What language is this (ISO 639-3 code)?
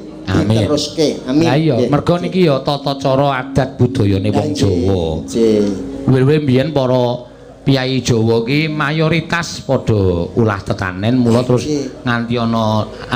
jav